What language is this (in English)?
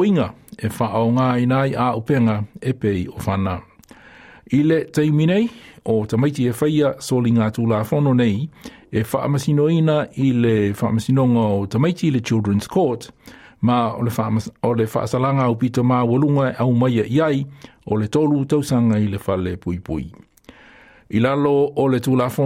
Samoan